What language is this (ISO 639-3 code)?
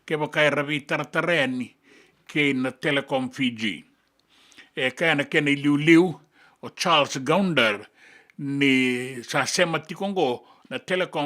fij